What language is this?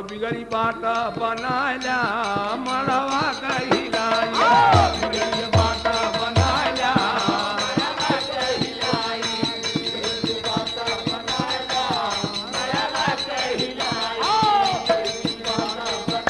Bhojpuri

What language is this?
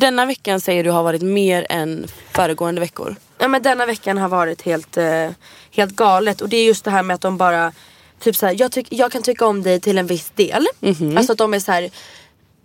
Swedish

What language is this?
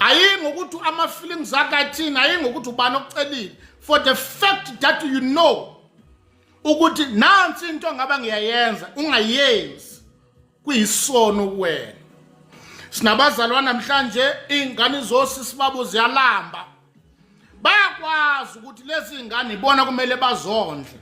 Zulu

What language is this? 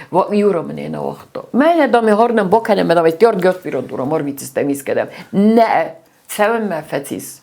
Ossetic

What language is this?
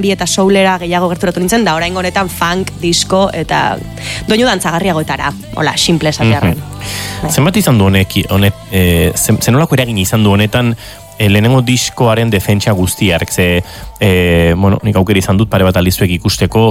Basque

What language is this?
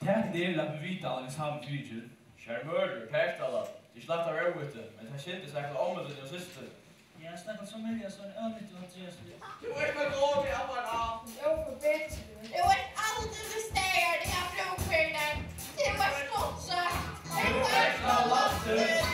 Faroese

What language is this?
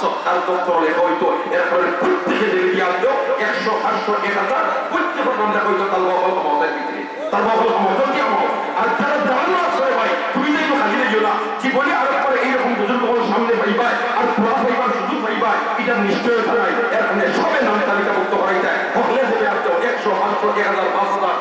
Sylheti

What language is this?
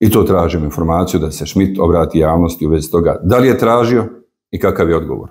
Bosnian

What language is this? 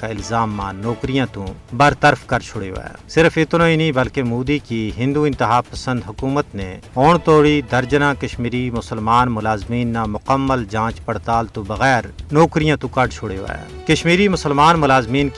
Gujari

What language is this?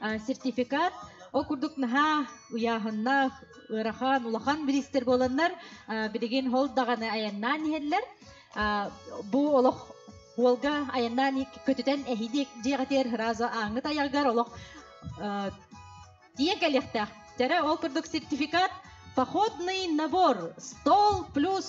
Yakut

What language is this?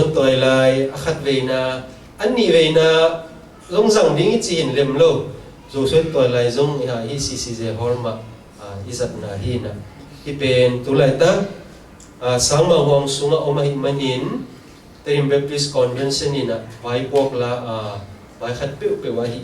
Tedim Chin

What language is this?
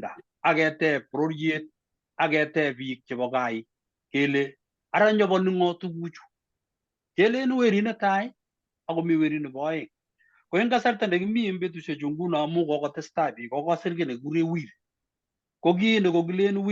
Kalenjin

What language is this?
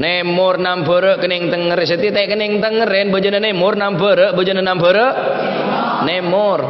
Madurese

